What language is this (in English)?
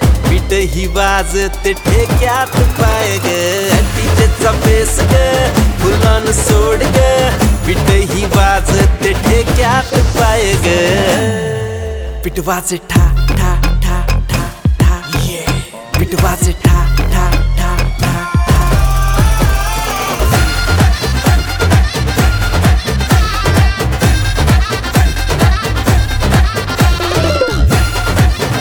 Marathi